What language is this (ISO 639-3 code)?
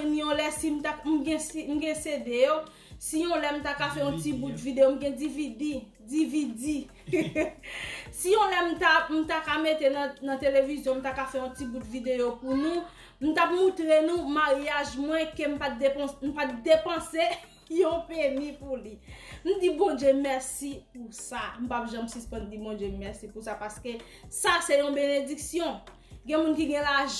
hat